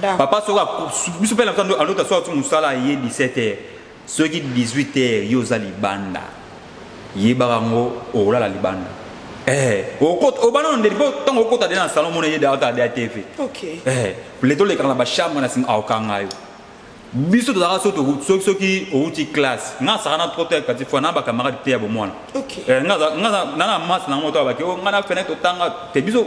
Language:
Lingala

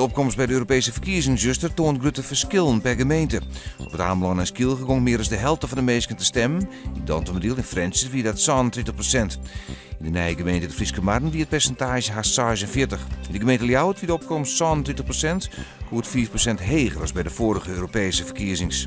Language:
Western Frisian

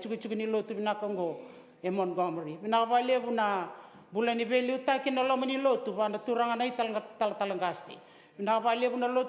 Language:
Fijian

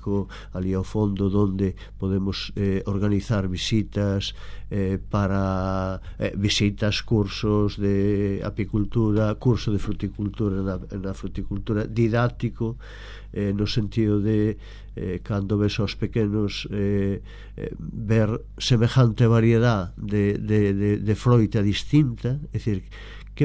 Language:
Galician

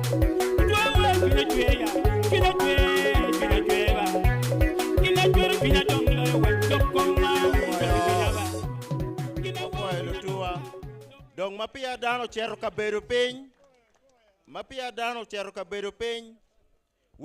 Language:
Acoli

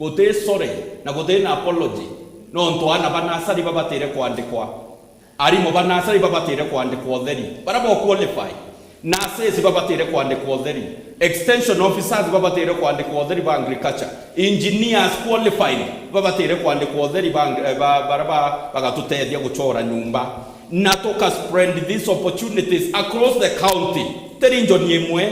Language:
Meru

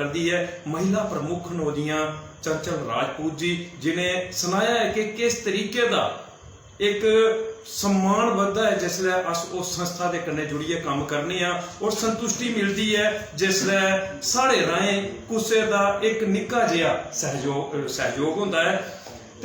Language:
Dogri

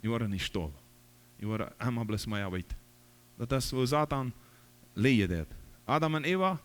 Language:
Plautdietsch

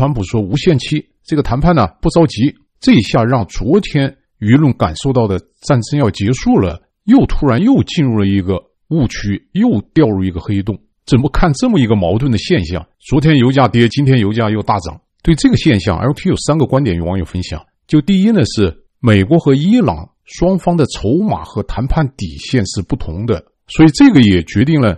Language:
Chinese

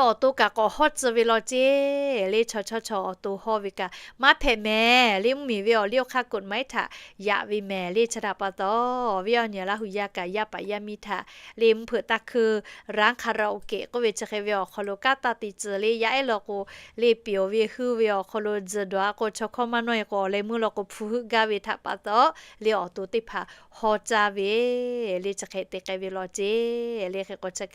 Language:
Lahu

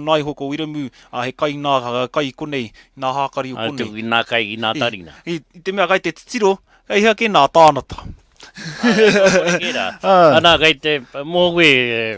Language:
Māori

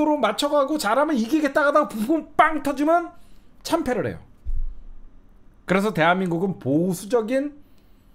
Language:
Korean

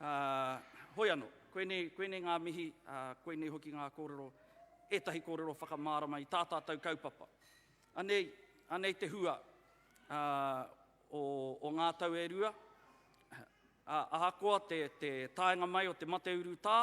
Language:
Māori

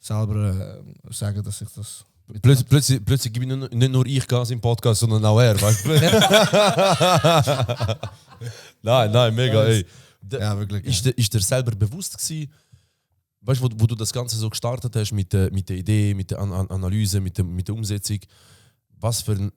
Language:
Swiss German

